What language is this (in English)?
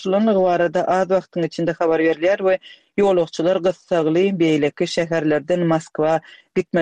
Turkmen